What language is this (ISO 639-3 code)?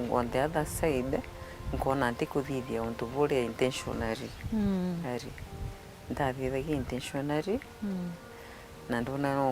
mer